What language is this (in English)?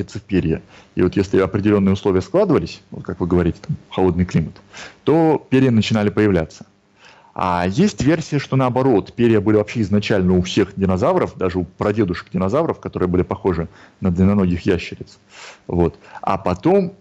Russian